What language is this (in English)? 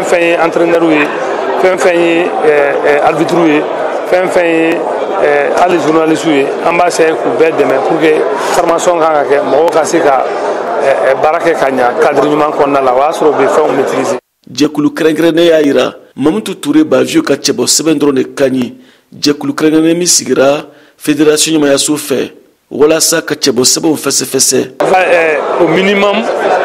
Bambara